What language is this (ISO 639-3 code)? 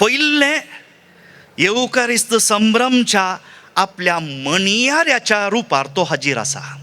kok